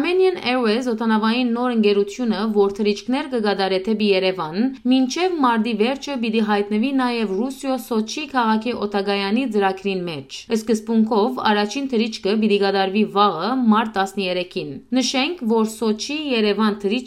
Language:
Western Armenian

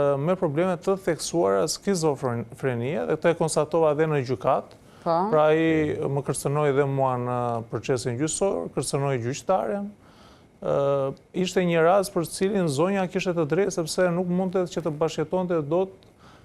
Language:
Albanian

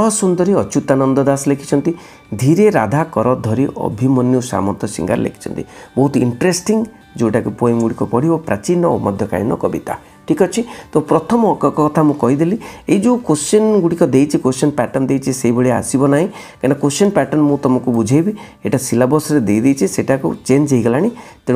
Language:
Odia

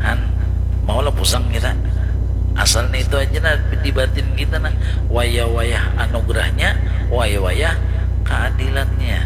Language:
Banjar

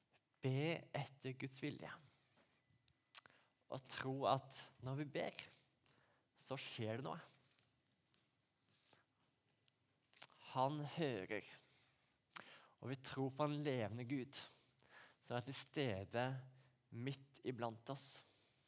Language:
Norwegian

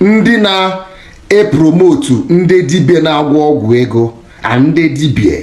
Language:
Igbo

